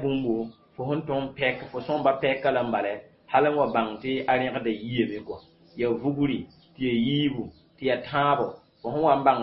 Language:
Mossi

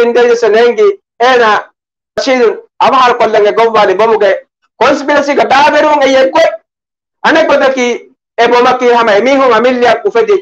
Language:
Divehi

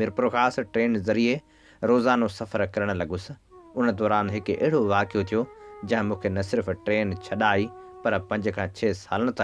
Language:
Sindhi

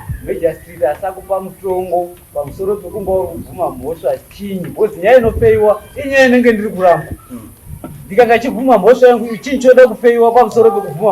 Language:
Shona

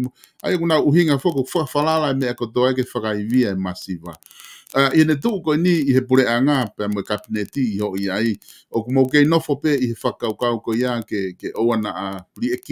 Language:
Tongan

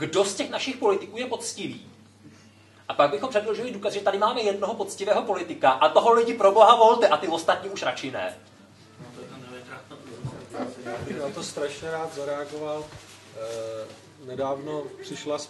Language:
Czech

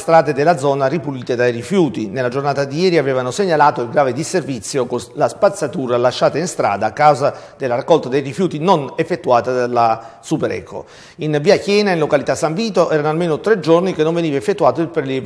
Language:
Italian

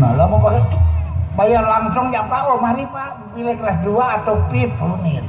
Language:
Sasak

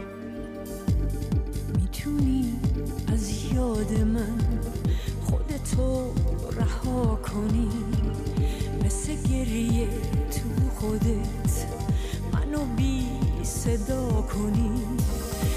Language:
Persian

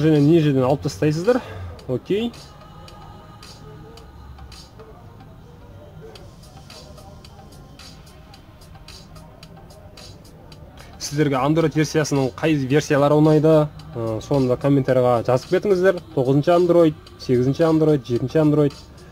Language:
Kazakh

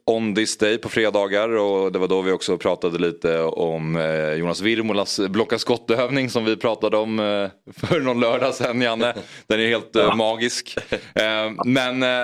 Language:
Swedish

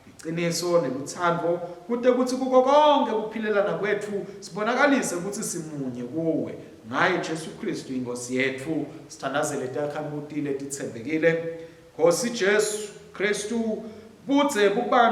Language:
Swati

